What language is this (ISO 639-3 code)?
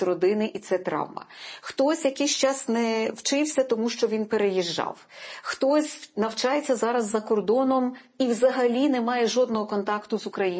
ukr